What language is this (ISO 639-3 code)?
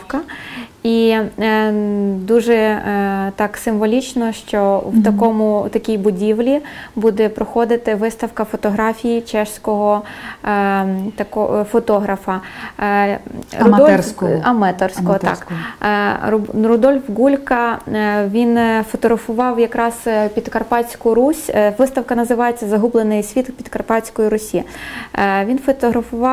ukr